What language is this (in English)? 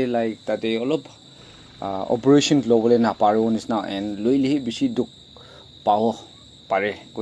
Naga Pidgin